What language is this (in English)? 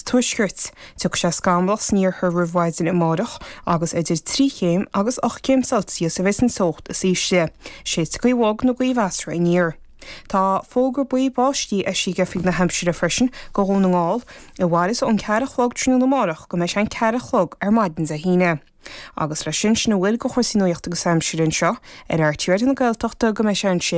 Irish